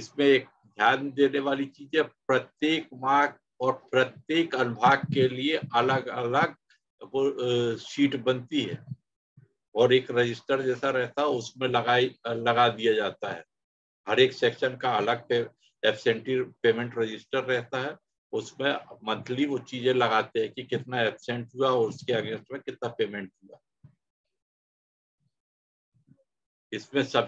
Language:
Hindi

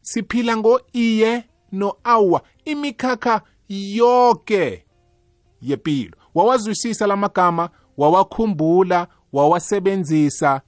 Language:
South Ndebele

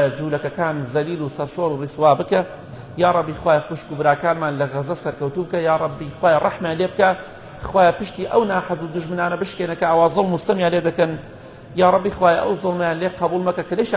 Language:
Central Kurdish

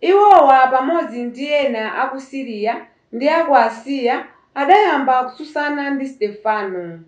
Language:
Nyanja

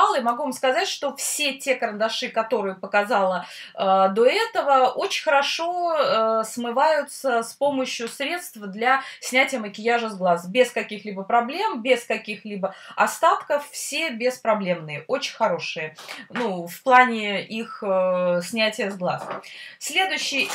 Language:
Russian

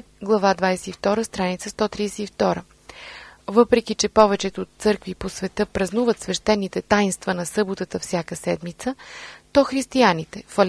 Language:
Bulgarian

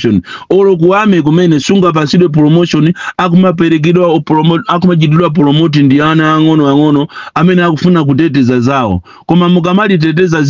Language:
Nyanja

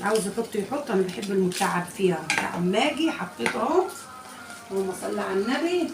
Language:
Egyptian Arabic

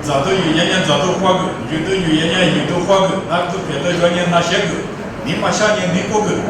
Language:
Lisu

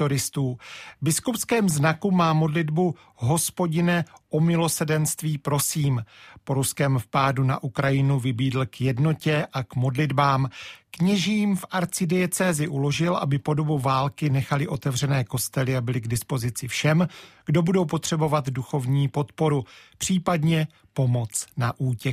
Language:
Czech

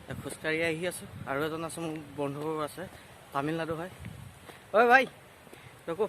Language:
Assamese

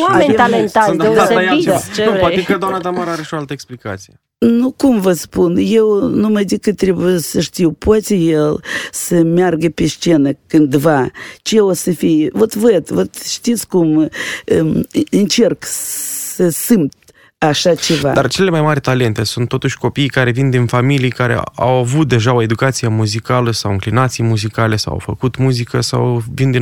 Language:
Romanian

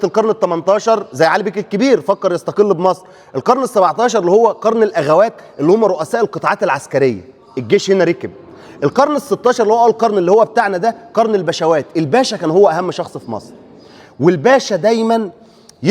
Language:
Egyptian Arabic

